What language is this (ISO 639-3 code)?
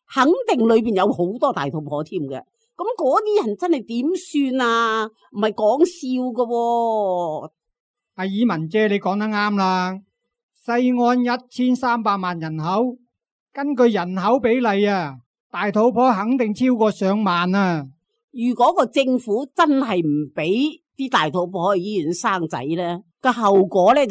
yue